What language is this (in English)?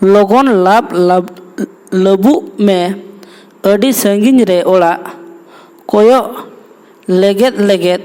Santali